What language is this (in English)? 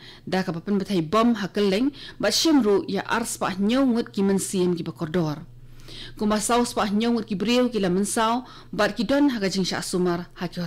Khasi